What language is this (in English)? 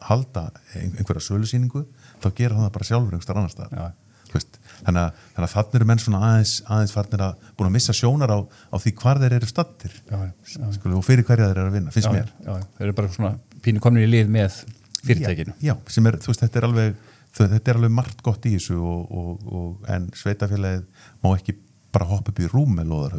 Icelandic